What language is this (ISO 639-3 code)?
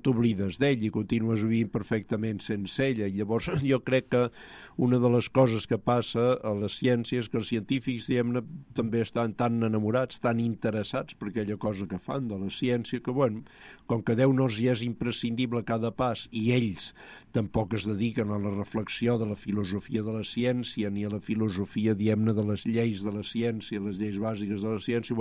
cat